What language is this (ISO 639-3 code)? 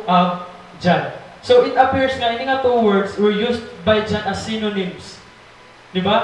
war